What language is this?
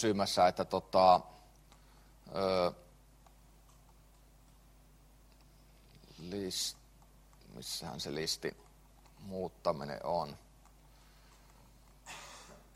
Finnish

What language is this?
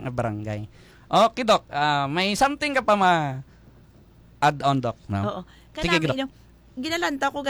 Hiligaynon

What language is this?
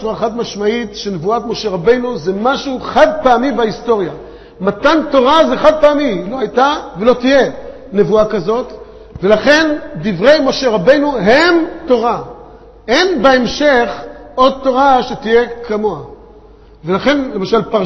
Hebrew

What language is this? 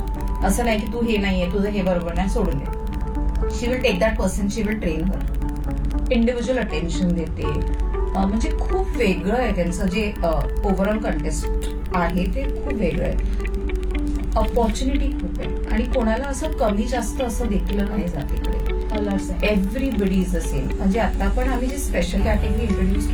Marathi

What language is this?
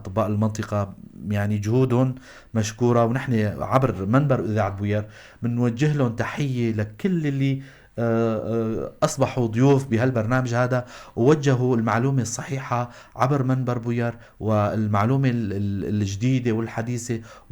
North Levantine Arabic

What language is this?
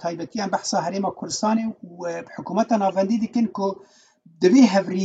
Kurdish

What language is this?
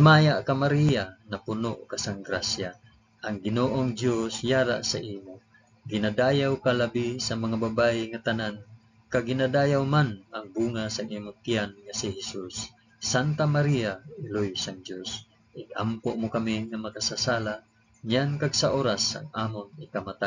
Hiligaynon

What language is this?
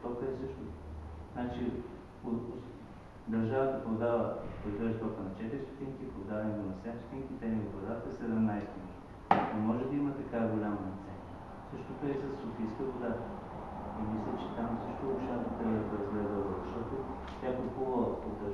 Bulgarian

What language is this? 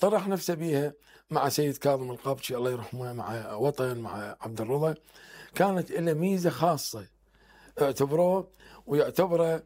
Mesopotamian Arabic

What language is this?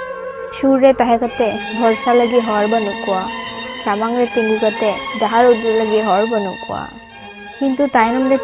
Santali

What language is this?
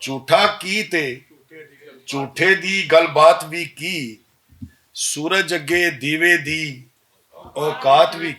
Western Panjabi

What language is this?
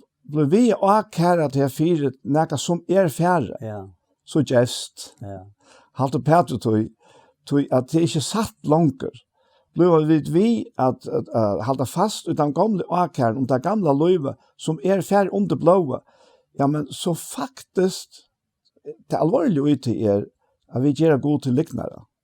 Faroese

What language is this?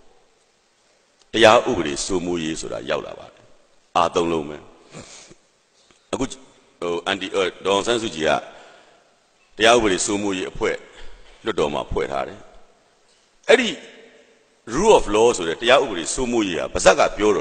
Burmese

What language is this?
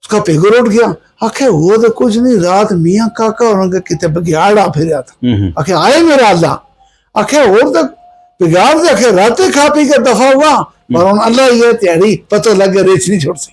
Gujari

